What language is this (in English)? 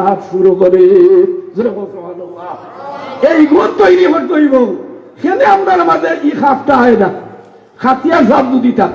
Sylheti